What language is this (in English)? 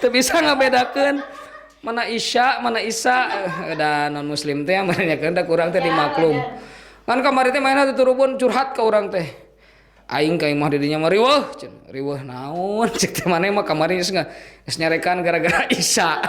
Sundanese